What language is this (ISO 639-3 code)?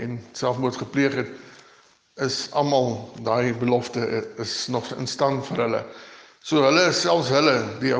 afr